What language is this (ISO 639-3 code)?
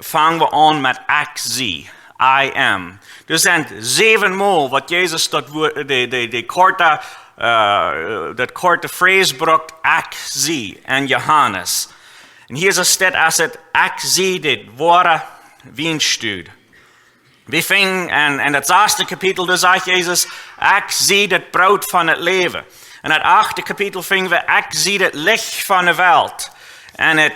pdt